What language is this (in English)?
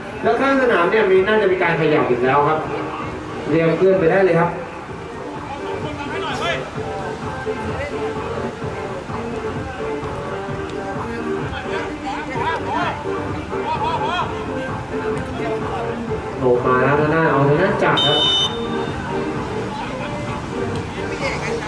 Thai